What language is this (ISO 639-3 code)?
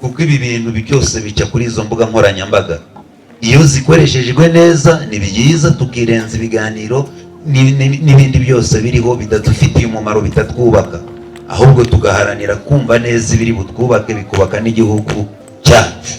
kin